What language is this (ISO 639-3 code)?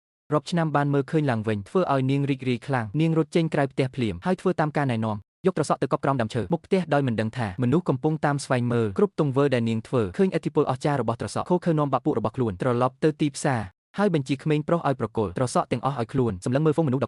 khm